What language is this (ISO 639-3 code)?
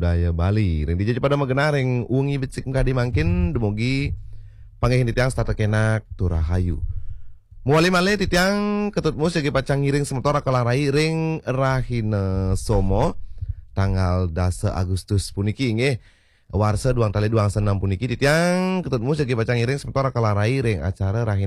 ban